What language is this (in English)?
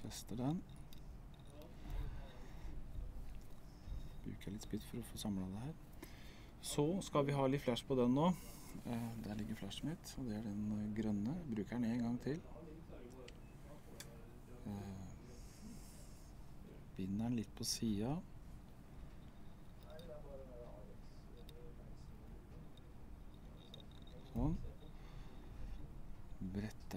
Norwegian